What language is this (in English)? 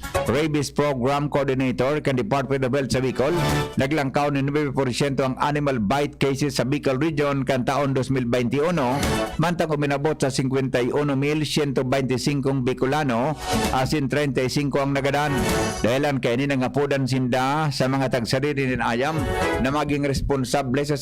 Bikol